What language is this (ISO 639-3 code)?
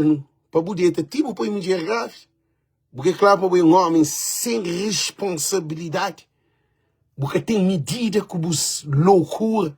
kea